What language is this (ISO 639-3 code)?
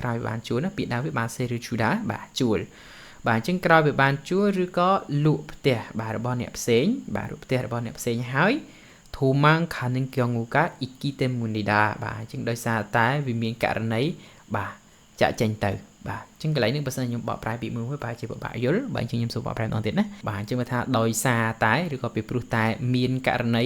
khm